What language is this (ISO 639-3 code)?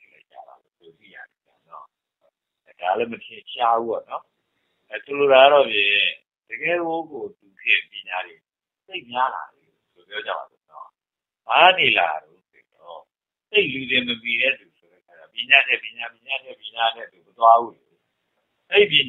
mya